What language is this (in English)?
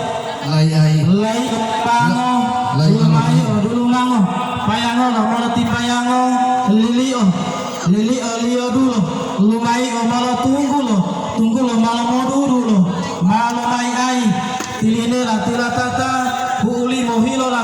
Gorontalo